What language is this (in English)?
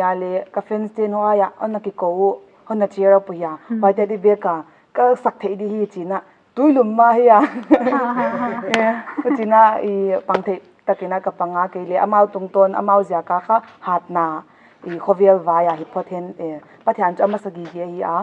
Paite Chin